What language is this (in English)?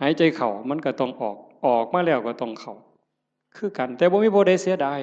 Northeastern Thai